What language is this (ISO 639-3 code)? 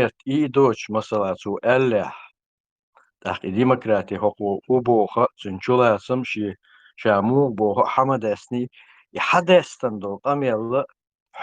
che